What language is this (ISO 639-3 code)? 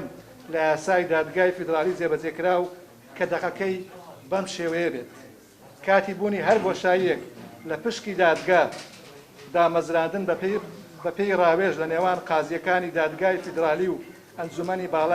ckb